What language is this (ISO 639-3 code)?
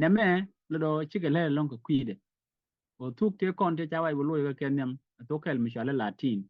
nus